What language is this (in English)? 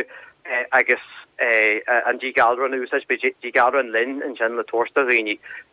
Irish